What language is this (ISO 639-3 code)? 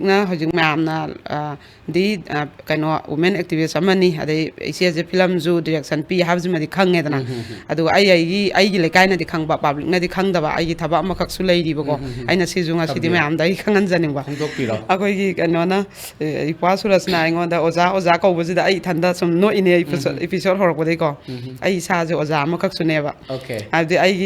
mni